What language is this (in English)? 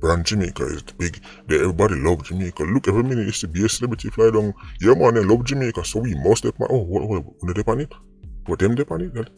Jamaican Creole English